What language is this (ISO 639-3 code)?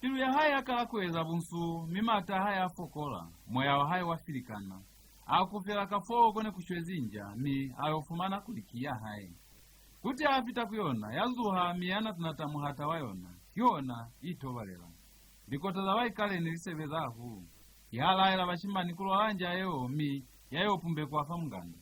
loz